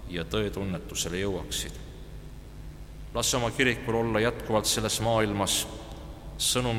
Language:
Estonian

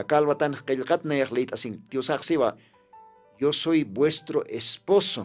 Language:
Aymara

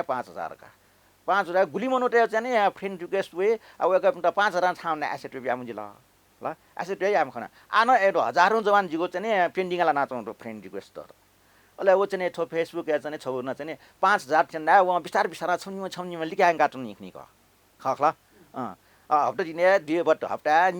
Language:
Newari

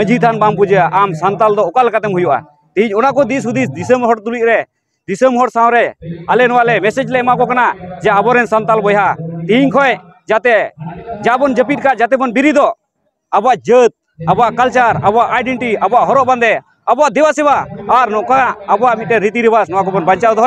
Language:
Santali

